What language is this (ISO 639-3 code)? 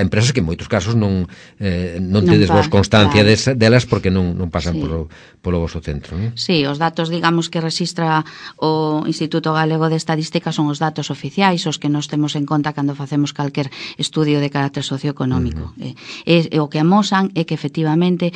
glg